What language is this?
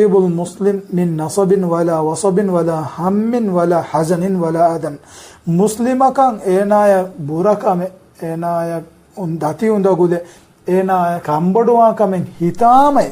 Divehi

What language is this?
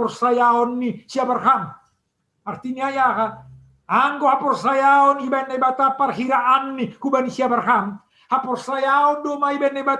Batak Simalungun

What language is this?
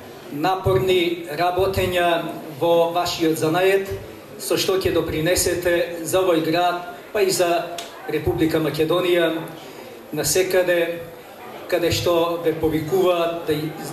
Macedonian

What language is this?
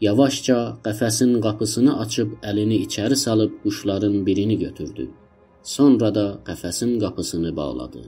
South Azerbaijani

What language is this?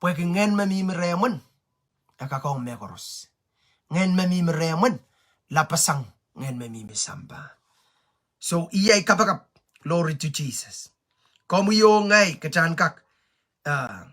Pohnpeian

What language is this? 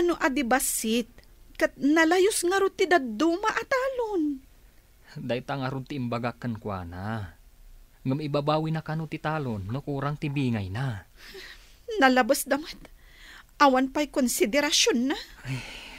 Iloko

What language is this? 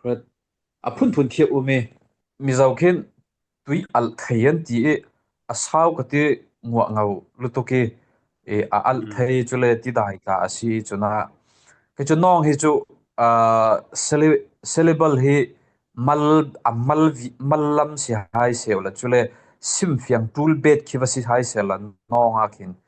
Falam Chin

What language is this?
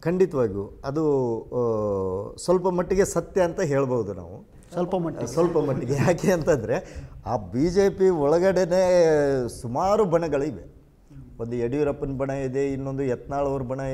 Kannada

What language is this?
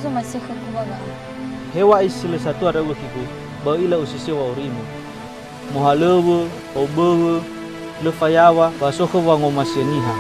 Nias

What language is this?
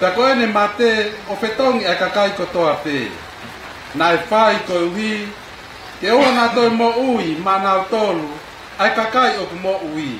Tongan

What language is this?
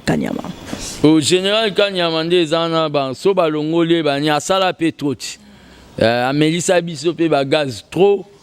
Lingala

